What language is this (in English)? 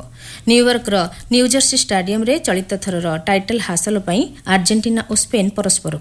Odia